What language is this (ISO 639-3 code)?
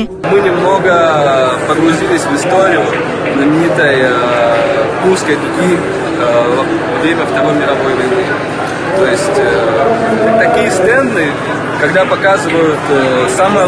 rus